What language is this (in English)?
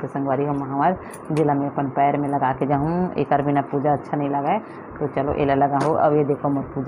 Chhattisgarhi